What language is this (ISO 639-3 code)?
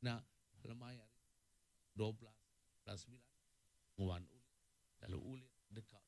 iba